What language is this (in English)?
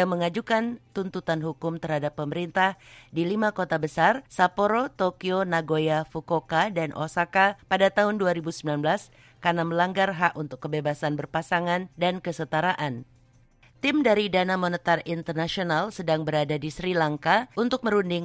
Indonesian